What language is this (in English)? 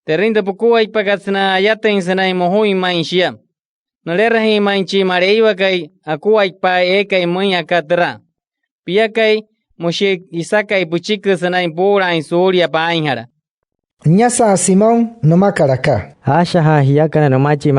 Wayuu